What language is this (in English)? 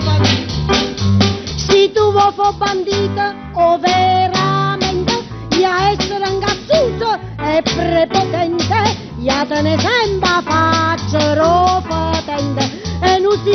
Neapolitan